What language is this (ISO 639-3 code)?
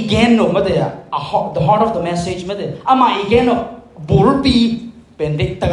ctd